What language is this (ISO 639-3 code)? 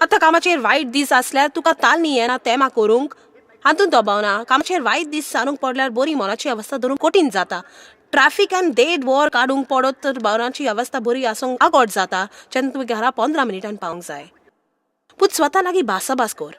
kok